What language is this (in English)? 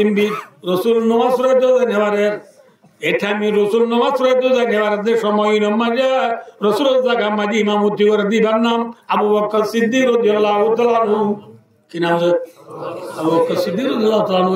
Rohingya